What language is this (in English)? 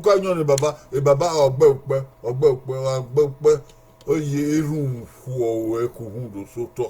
Bini